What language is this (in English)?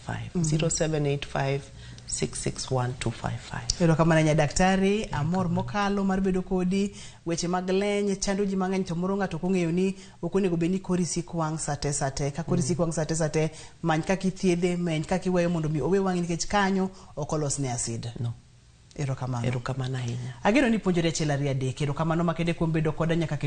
Luo (Kenya and Tanzania)